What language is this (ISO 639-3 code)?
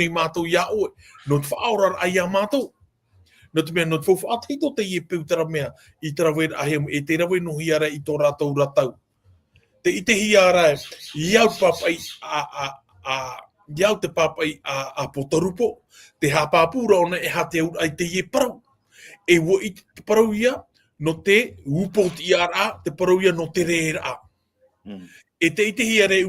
tah